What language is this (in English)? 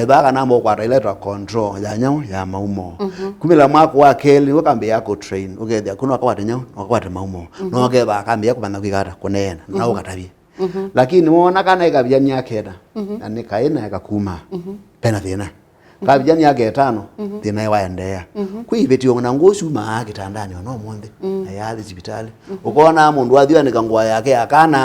Kamba